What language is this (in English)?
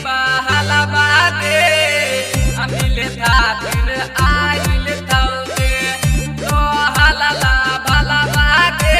Maithili